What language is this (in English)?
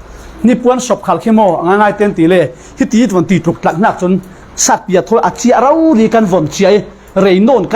Falam Chin